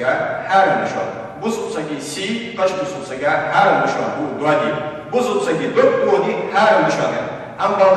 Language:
Ingush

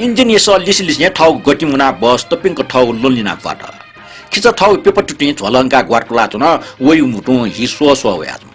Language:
Newari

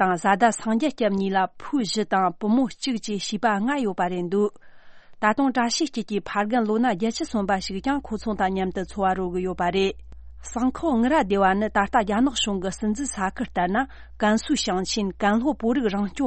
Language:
Tibetan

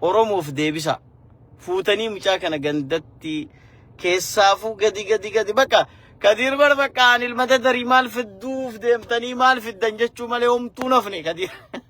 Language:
Oromo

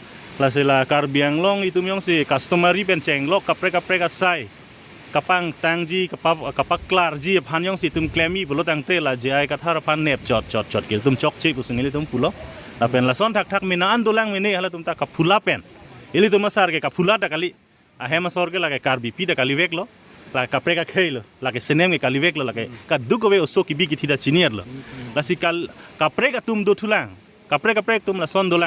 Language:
Karbi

